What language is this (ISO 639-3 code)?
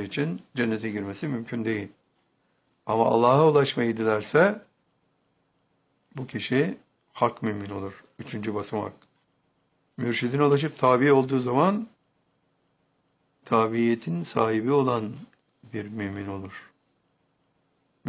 tur